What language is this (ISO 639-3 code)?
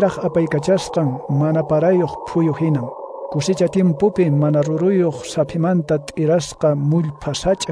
que